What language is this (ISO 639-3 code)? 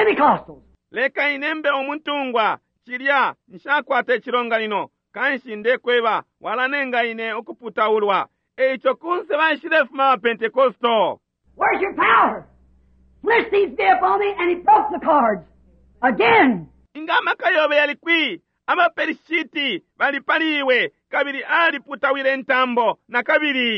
bem